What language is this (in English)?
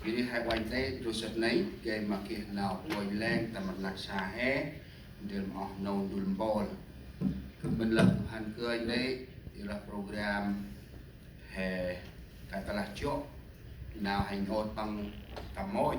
Central Mnong